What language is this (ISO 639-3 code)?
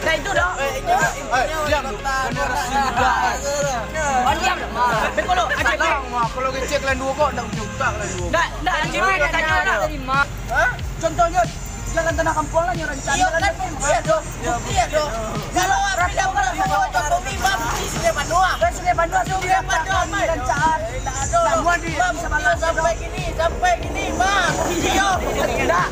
min